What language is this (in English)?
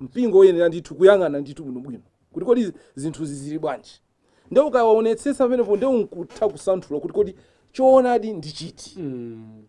Nyanja